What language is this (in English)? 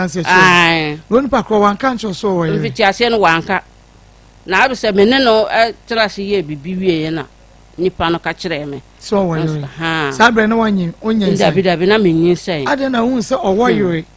Akan